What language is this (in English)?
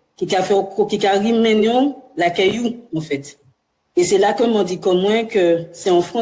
Guadeloupean Creole French